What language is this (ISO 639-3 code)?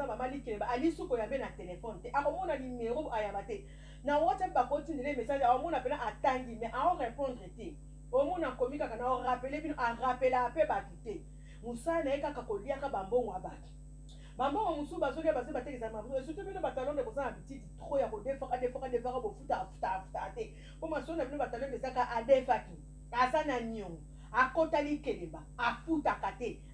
lin